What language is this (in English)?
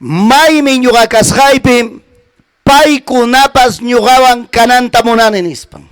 Ayacucho Quechua